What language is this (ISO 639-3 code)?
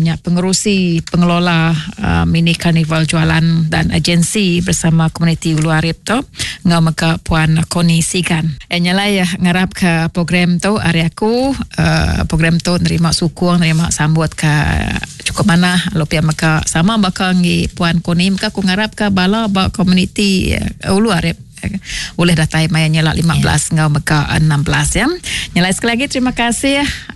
iba